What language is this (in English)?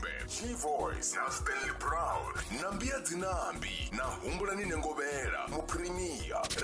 Venda